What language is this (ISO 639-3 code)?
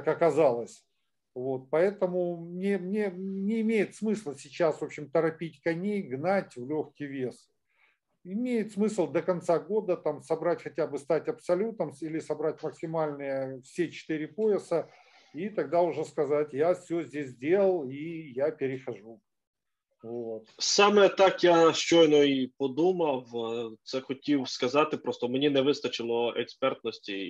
rus